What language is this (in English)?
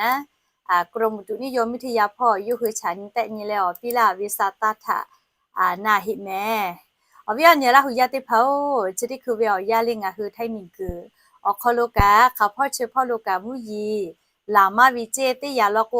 Lahu